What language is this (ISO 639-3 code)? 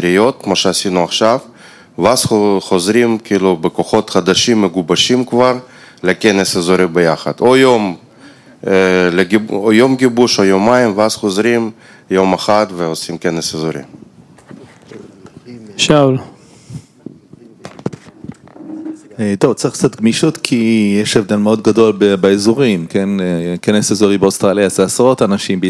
heb